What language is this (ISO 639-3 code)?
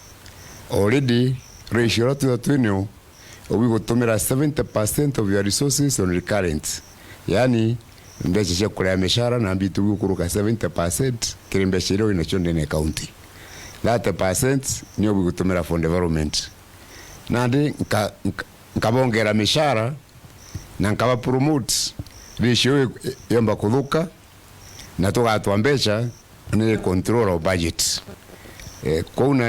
mer